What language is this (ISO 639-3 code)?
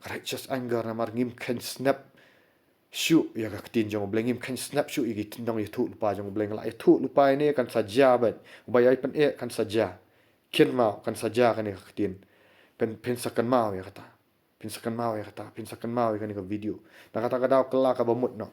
kha